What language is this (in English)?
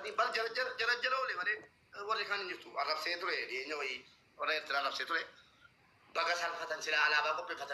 Oromo